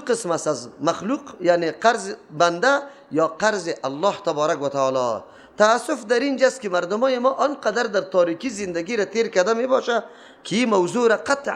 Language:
Persian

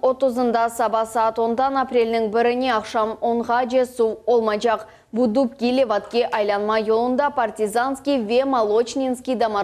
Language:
Crimean Tatar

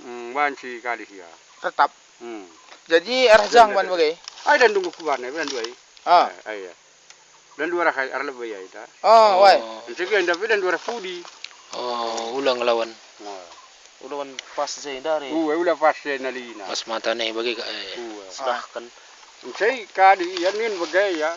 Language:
Batak Karo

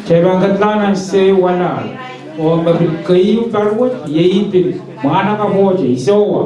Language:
Pohnpeian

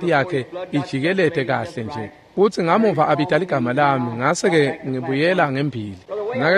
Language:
Swati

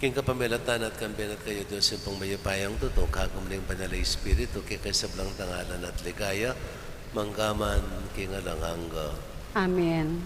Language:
Pampanga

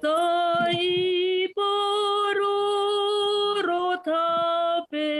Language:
Batak Simalungun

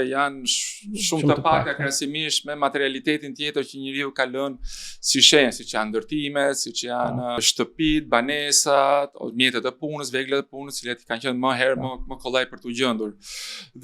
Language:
Albanian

